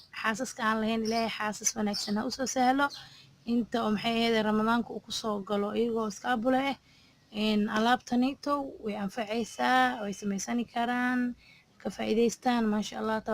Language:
Somali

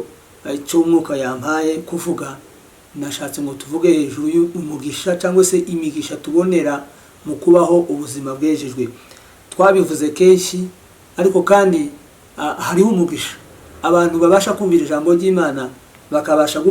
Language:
Kinyarwanda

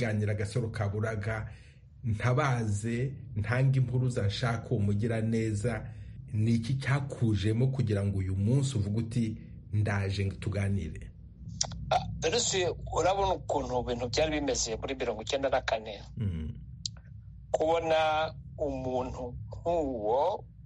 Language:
Kinyarwanda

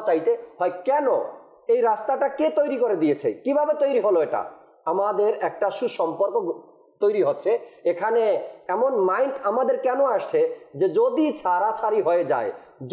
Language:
Bangla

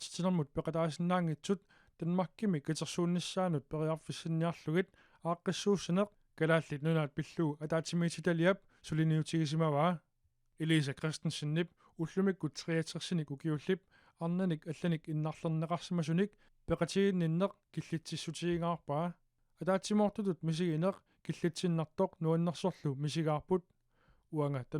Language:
Kalaallisut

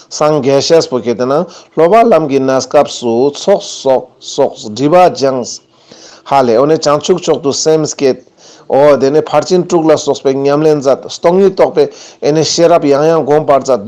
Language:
Ladakhi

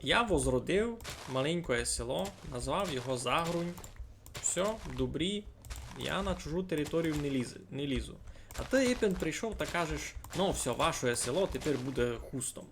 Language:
Rusyn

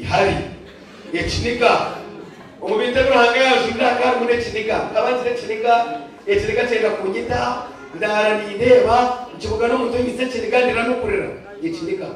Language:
Nyankole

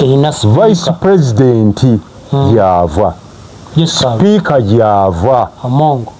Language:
Ganda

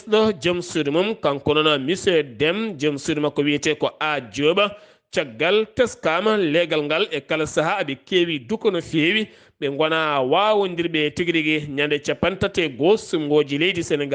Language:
Fula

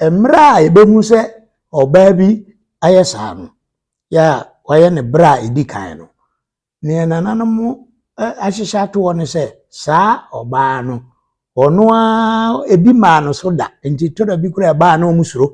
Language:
Akan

